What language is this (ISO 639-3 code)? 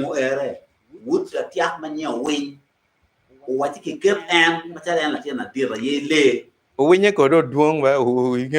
ach